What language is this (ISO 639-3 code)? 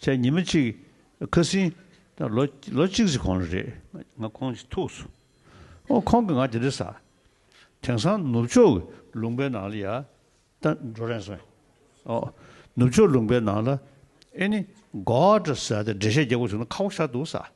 bod